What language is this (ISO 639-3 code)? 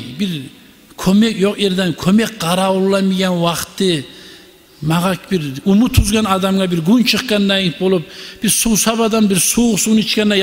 kum